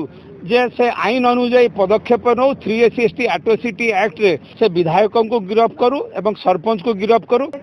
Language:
Odia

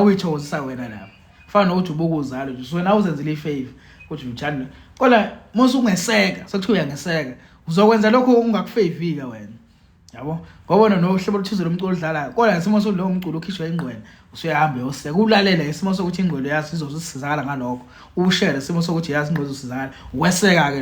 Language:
Zulu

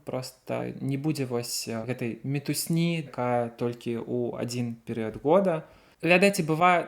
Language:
Belarusian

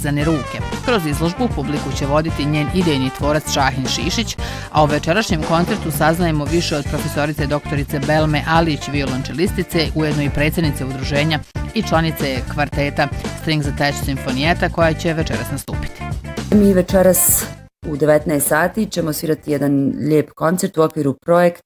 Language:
Bosnian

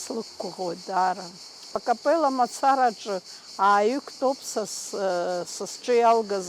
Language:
Abkhazian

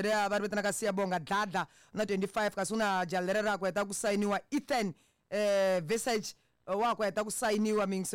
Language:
Tsonga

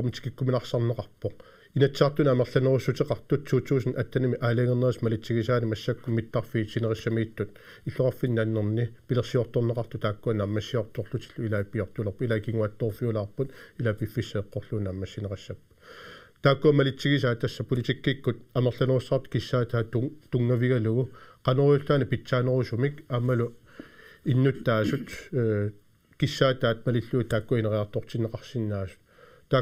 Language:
Kalaallisut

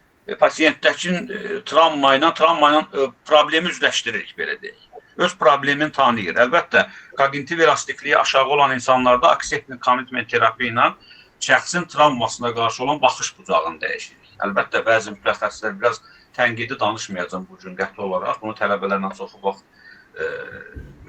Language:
Azerbaijani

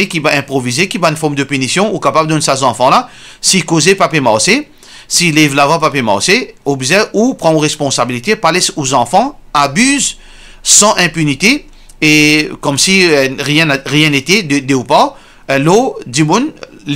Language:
Morisyen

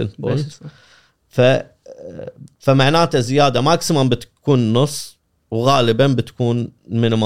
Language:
Gulf Arabic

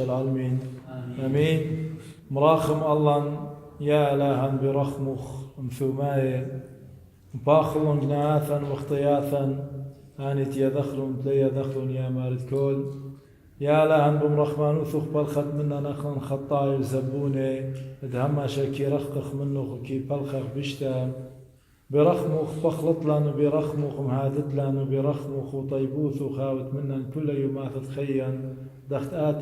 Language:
Assyrian Neo-Aramaic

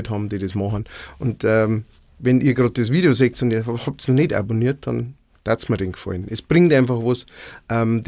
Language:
Bavarian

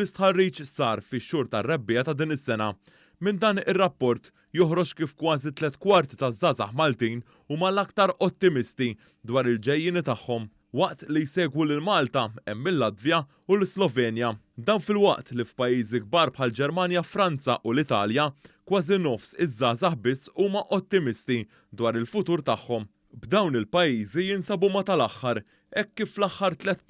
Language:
Maltese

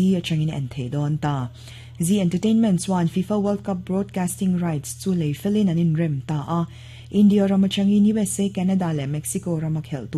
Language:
Mizo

